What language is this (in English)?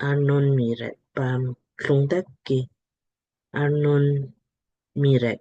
Lamkang